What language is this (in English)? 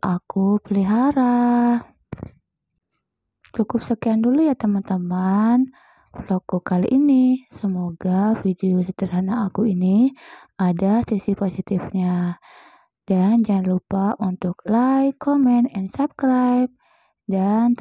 Indonesian